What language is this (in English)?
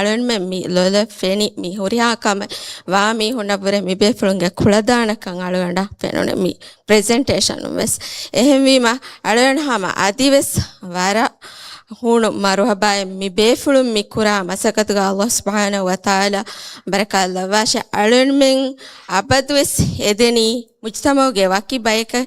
Divehi